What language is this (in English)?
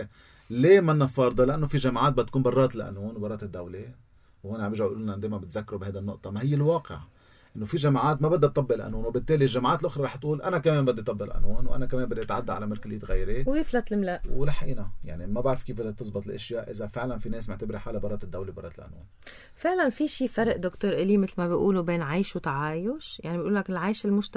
North Levantine Arabic